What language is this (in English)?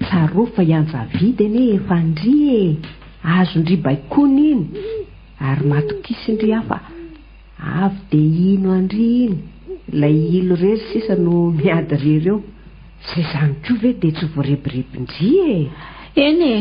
Malagasy